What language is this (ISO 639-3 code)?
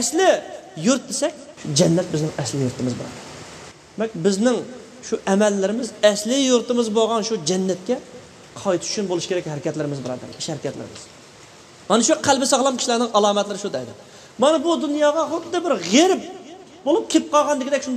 uig